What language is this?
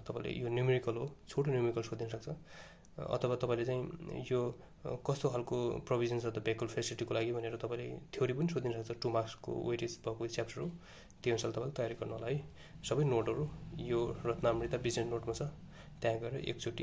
Nepali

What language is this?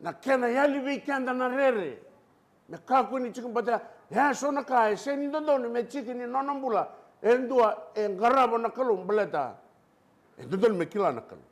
Fijian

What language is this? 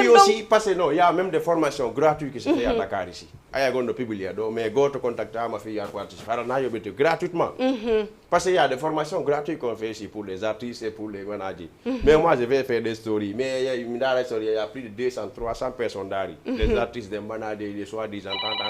Fula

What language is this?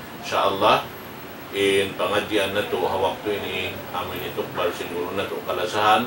Tausug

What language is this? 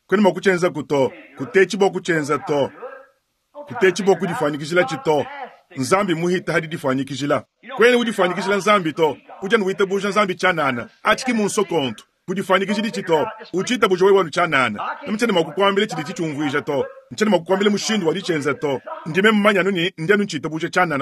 Luba-Lulua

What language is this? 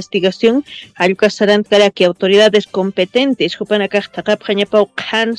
Aymara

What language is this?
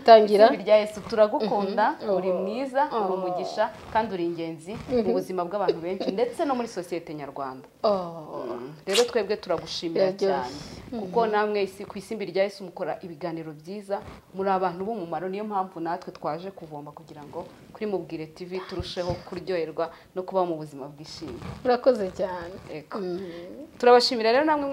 Kinyarwanda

